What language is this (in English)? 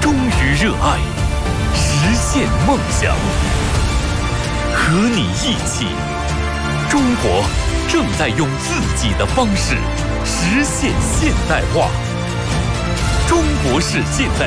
Chinese